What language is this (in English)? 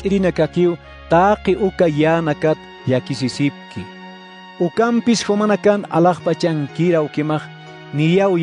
Aymara